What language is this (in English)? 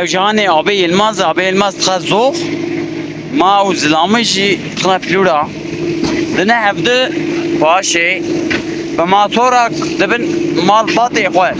Kurdish